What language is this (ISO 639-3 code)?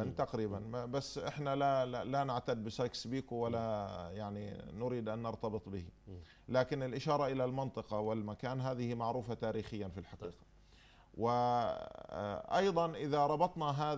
ara